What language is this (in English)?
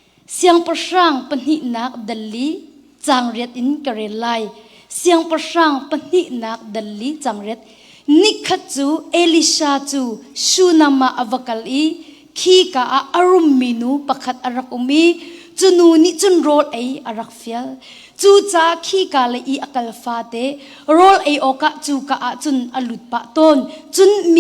Hakha Chin